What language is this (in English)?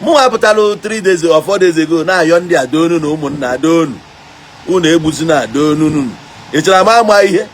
Igbo